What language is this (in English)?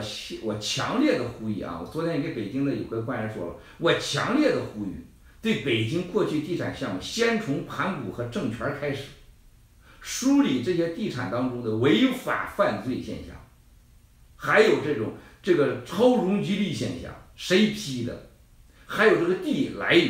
Chinese